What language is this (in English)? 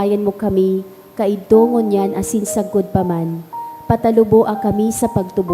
Bikol